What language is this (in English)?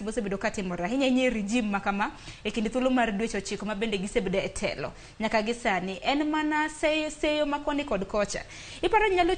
Luo (Kenya and Tanzania)